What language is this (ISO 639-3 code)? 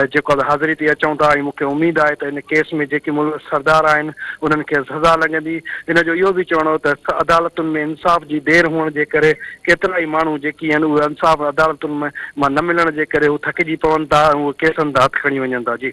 snd